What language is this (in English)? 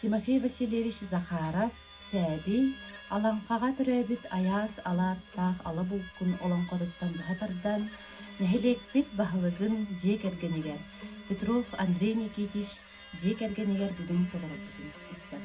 Yakut